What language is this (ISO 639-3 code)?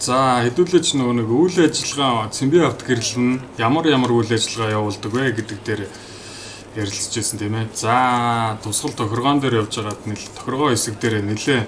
mon